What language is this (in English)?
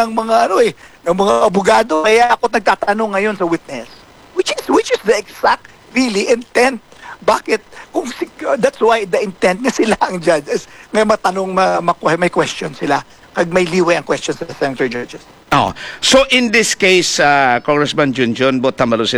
Filipino